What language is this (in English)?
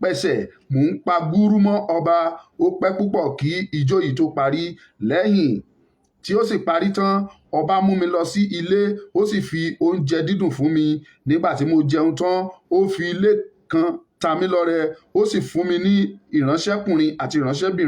Yoruba